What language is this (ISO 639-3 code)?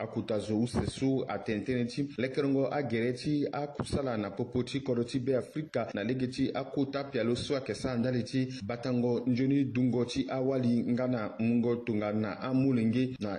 sag